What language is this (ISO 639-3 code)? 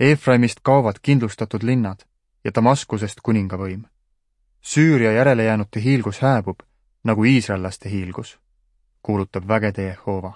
est